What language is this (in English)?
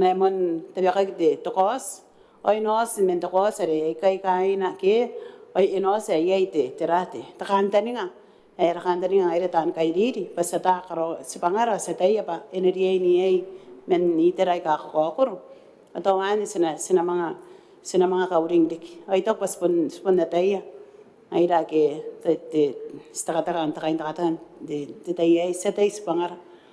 Gilbertese